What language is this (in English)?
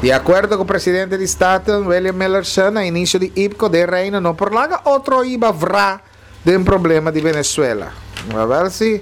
Papiamento